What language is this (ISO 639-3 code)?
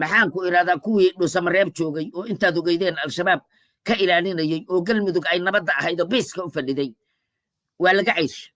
som